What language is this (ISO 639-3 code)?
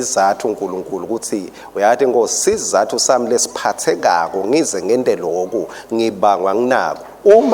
ssw